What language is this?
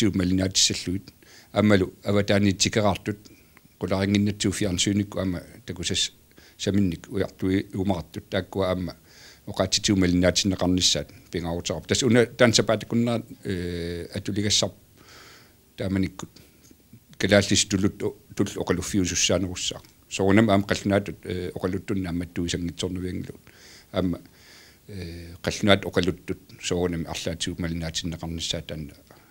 Kalaallisut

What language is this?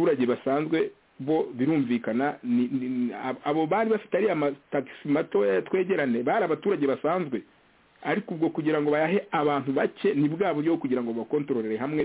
Kinyarwanda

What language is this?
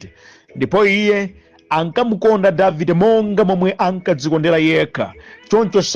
Nyanja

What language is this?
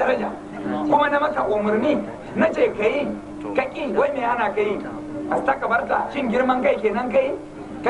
Hausa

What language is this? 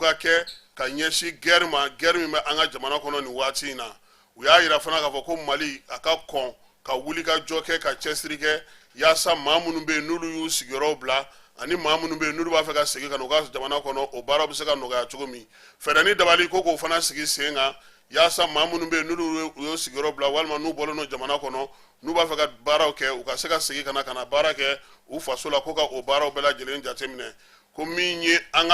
Bambara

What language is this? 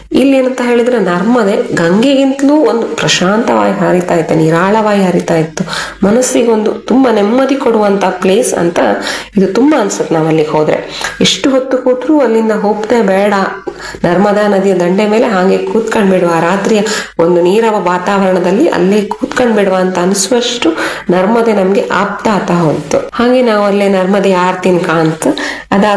Kannada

